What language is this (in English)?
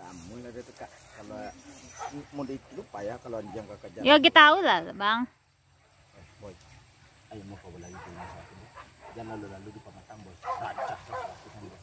Minangkabau